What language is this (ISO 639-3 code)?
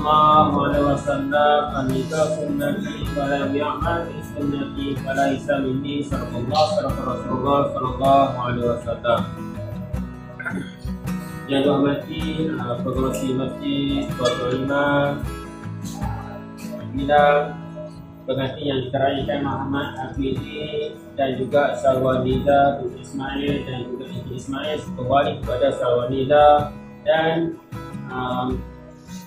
msa